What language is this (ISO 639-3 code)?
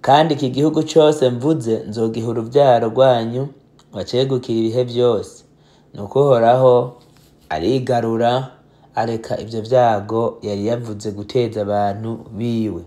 run